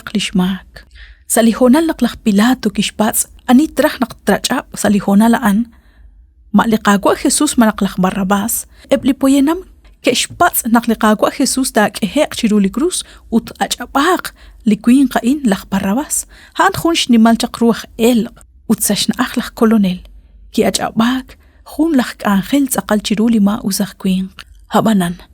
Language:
Kekchí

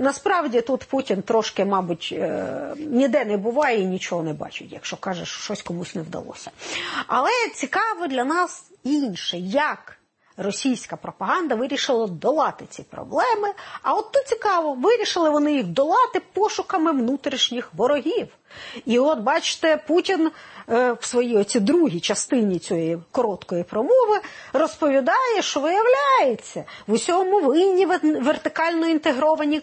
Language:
Ukrainian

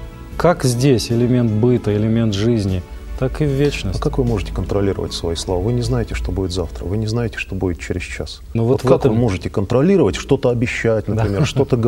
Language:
Russian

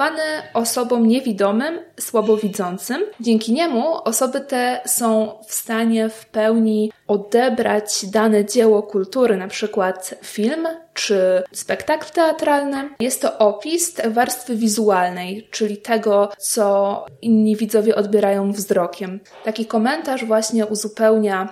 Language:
Polish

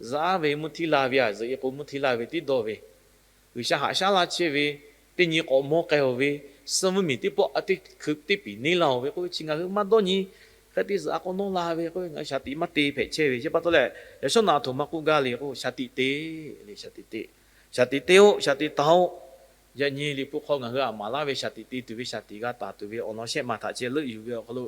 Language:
Lahu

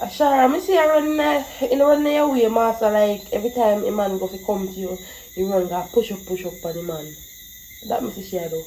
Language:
Jamaican Creole English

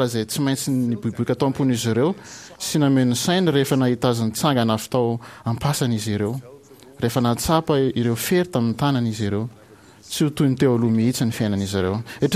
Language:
Malagasy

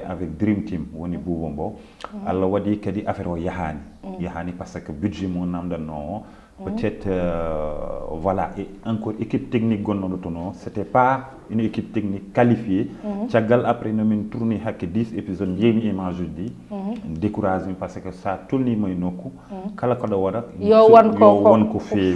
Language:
Fula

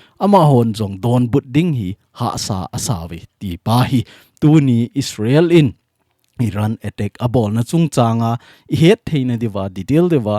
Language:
Thado Chin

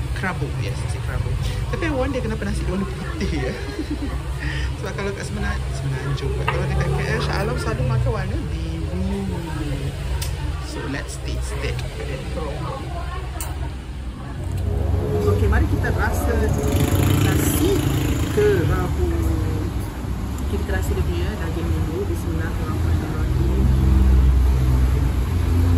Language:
Malay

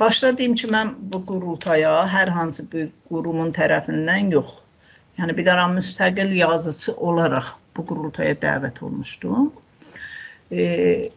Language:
South Azerbaijani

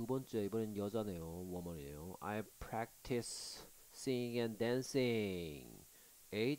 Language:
Korean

